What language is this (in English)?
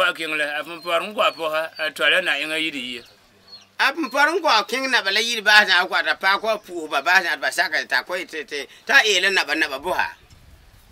Frafra